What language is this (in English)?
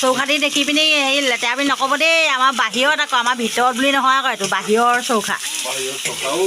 Assamese